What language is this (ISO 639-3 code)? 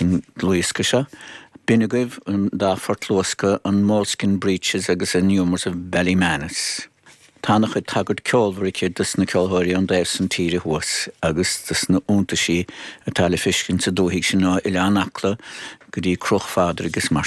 gle